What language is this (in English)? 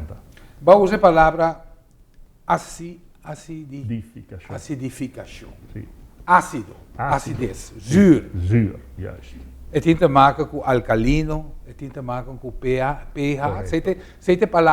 Papiamento